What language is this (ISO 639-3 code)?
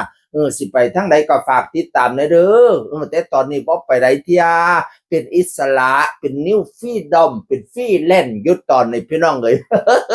tts